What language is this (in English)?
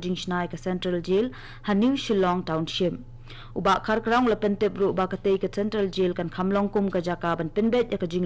Khasi